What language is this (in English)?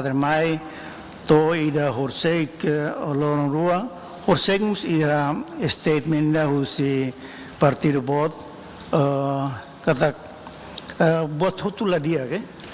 Tetum